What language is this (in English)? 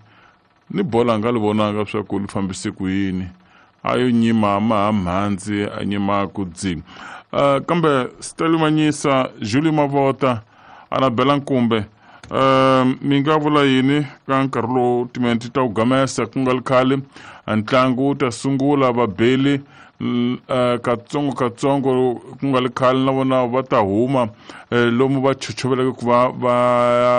Tsonga